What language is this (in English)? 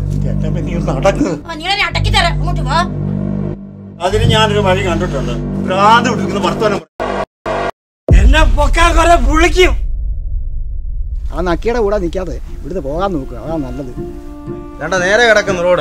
Malayalam